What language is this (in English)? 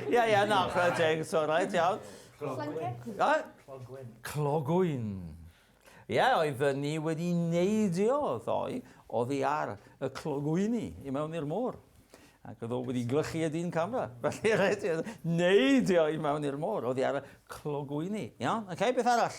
Welsh